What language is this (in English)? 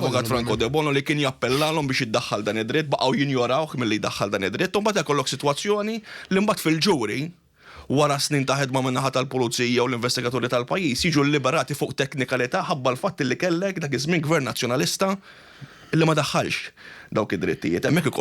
Maltese